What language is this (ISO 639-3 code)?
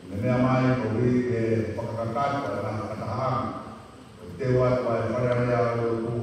ton